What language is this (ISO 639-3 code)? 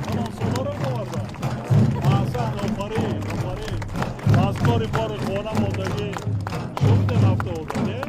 tgk